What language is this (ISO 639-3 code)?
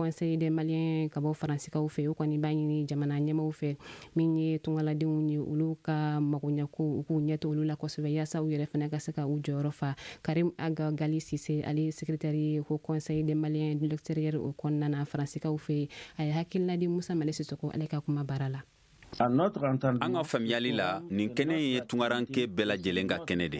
bam